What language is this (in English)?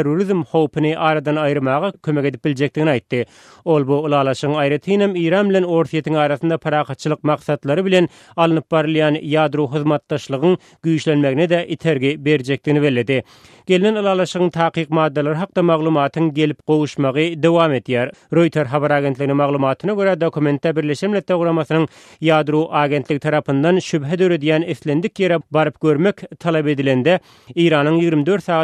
Turkmen